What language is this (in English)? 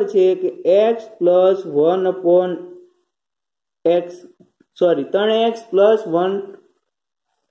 Gujarati